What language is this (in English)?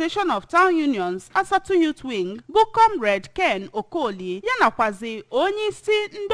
Igbo